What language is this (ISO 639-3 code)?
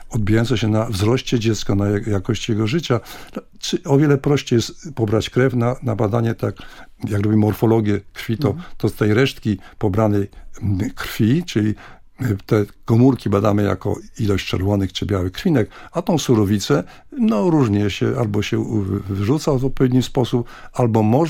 pol